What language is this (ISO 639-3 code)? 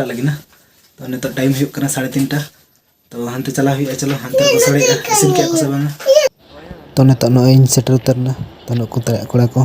sat